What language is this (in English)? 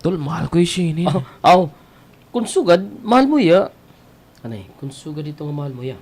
Waray